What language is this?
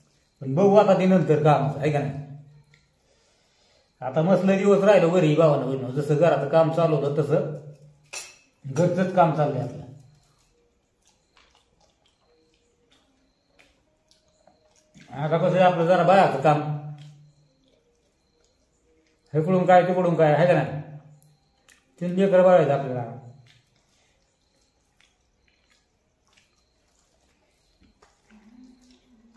Marathi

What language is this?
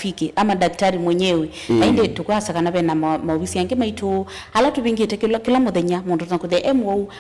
Kamba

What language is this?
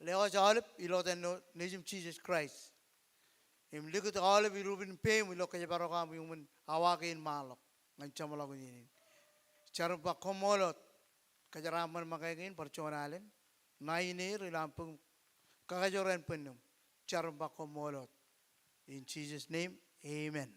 Marshallese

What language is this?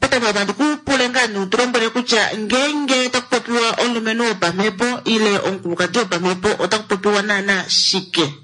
Kuanyama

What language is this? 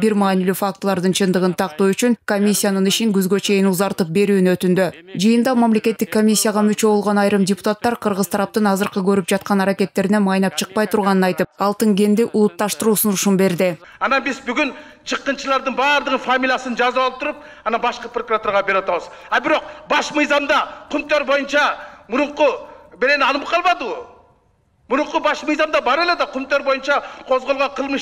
Kyrgyz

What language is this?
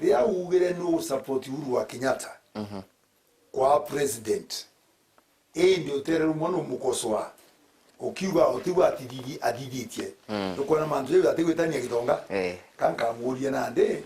Meru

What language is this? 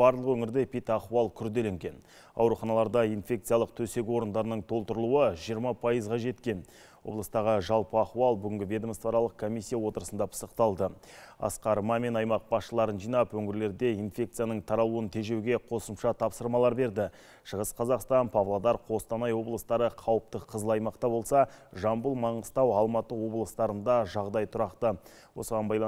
Kazakh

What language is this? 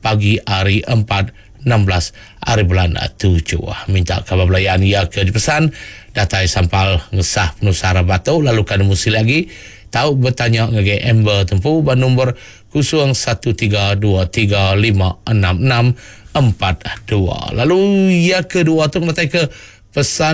Iban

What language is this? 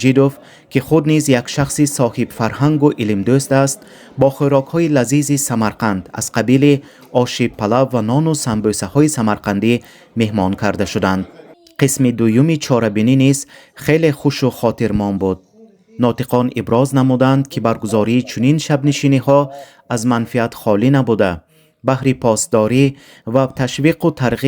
Tajik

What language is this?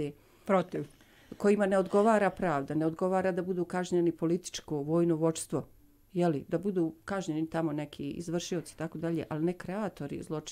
Bosnian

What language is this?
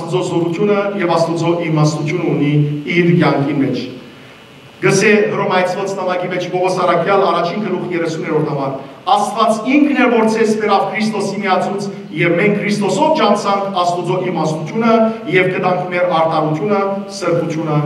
Western Armenian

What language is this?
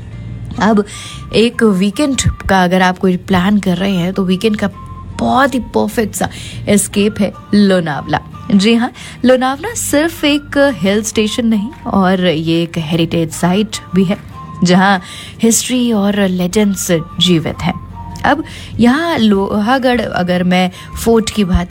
Hindi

